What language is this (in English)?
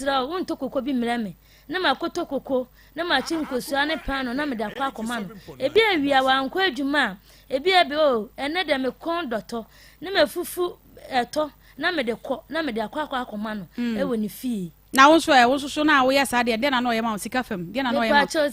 Akan